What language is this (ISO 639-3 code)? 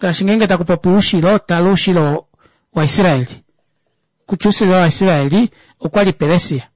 kua